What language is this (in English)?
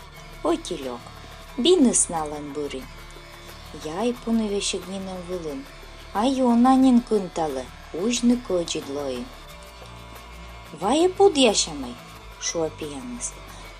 Komi